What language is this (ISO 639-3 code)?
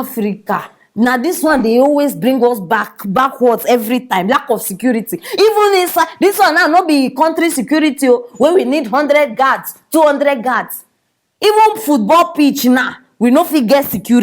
pcm